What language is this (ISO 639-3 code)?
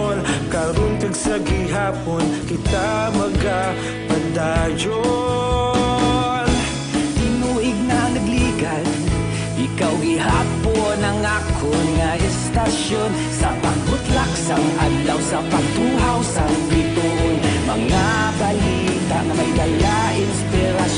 hil